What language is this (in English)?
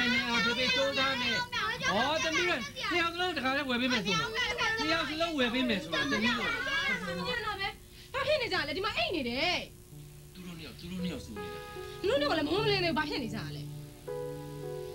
Burmese